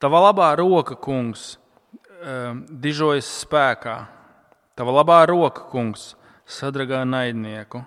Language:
Latvian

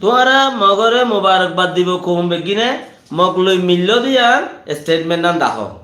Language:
Rohingya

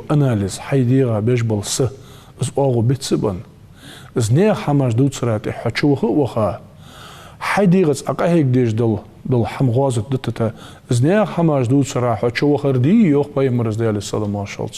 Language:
Ingush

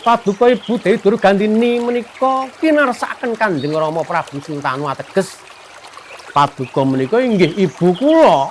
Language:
Javanese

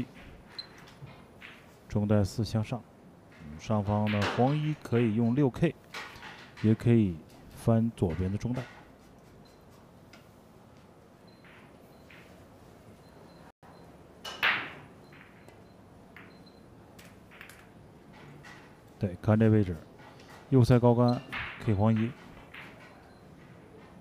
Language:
Chinese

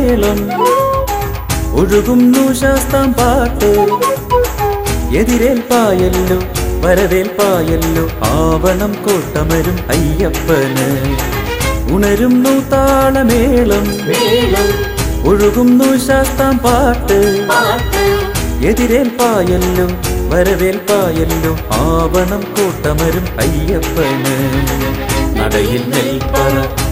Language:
Malayalam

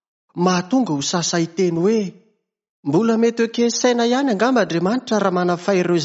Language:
Malagasy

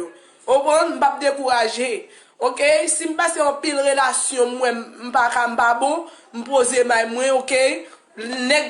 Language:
Haitian Creole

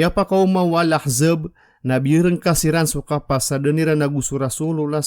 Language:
Maranao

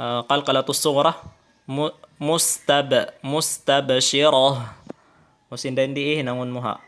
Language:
Tausug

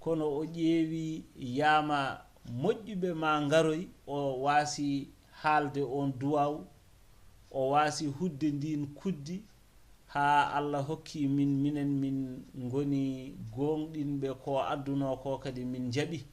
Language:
Fula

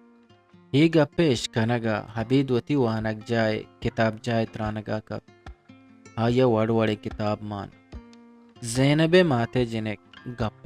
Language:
Eastern Balochi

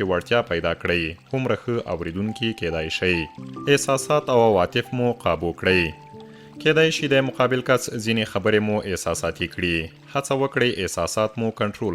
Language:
Pashto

